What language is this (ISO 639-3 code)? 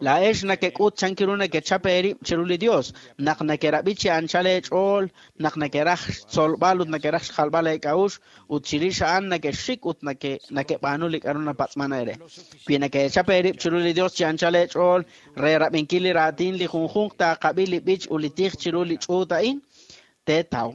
kek